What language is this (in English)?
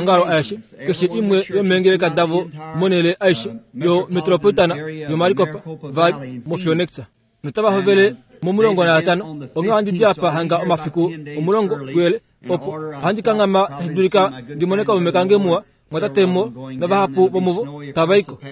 Kuanyama